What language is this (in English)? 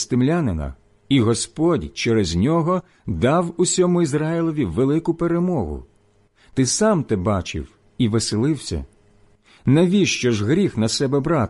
Ukrainian